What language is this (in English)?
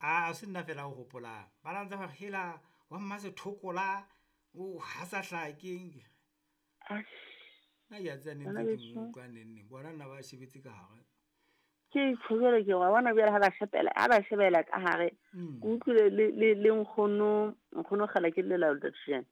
Southern Sotho